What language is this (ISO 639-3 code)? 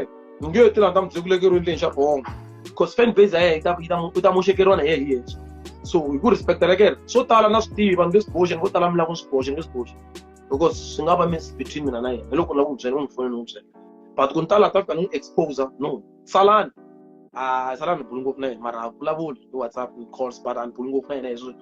tso